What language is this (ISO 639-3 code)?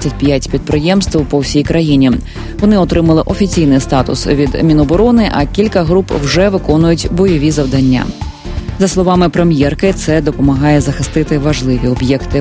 ukr